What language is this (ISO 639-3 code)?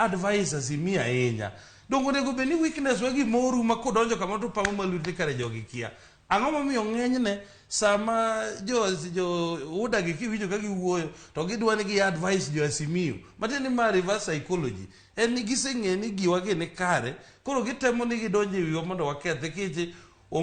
luo